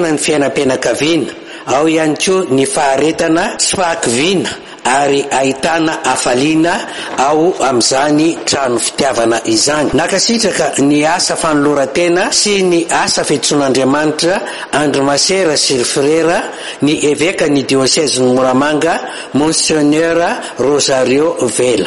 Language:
Malagasy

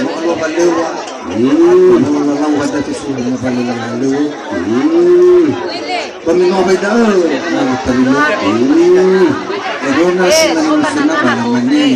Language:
Nias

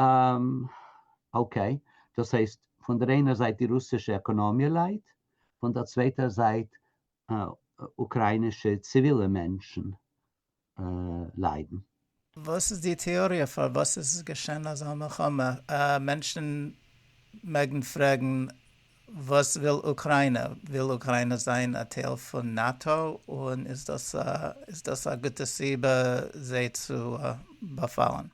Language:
Yiddish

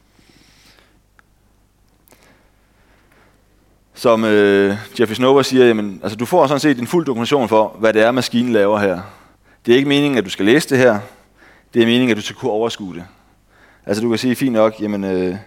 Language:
Danish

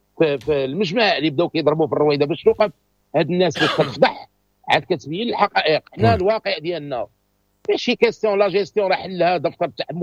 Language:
Moroccan Arabic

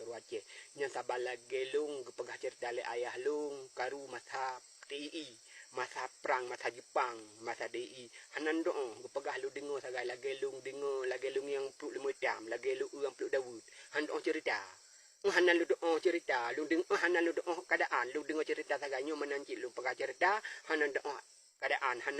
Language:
Achinese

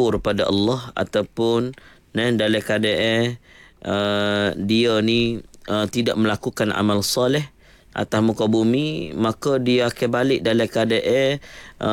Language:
Malay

